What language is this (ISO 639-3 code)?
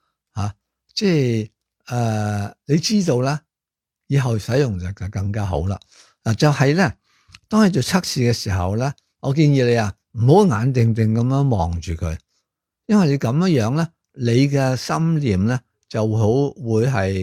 yue